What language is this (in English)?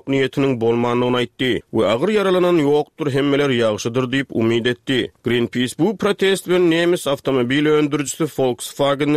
Turkmen